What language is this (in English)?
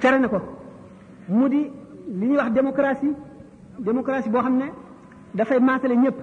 Wolof